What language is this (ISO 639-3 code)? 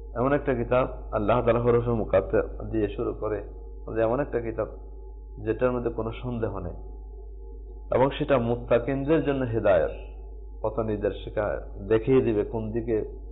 ben